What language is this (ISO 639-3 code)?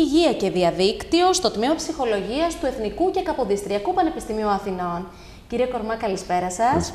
ell